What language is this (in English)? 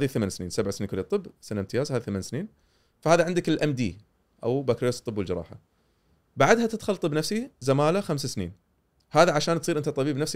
Gulf Arabic